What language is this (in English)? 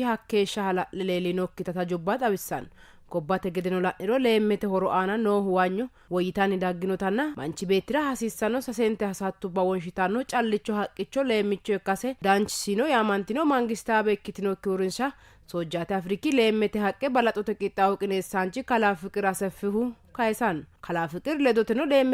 Sidamo